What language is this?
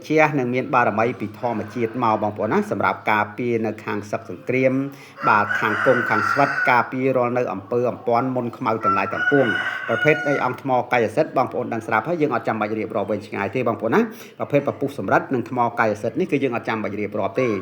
Khmer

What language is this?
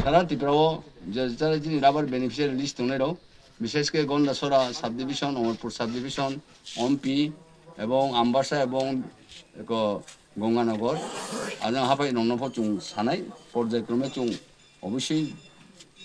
Riang (India)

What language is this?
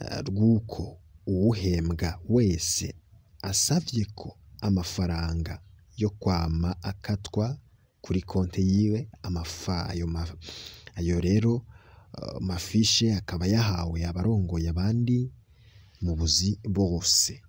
Rundi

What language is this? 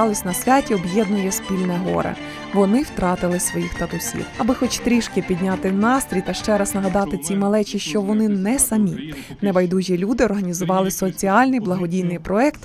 Ukrainian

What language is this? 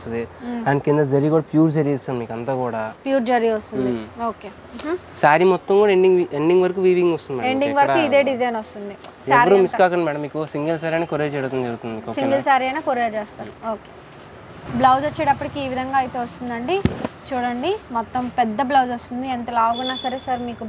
Telugu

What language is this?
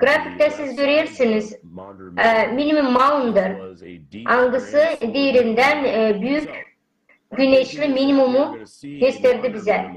Gagauz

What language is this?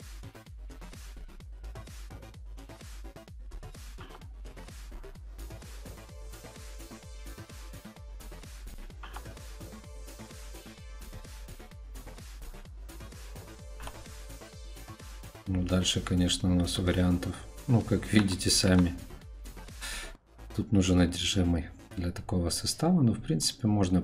Russian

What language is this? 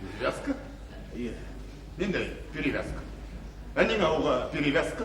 Bashkir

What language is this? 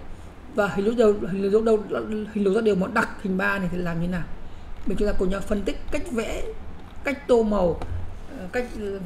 Vietnamese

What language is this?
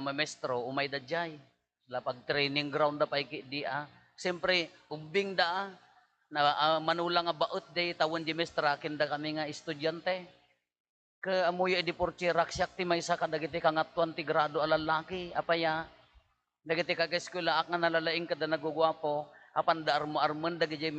Iloko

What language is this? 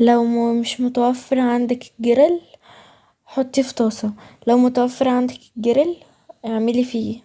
Egyptian Arabic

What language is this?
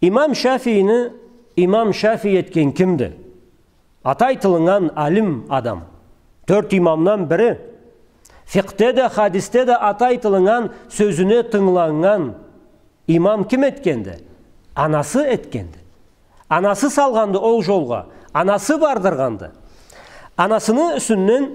Karachay-Balkar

